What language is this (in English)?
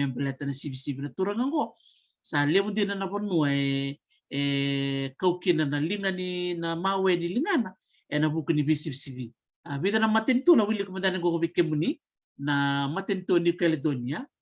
Fijian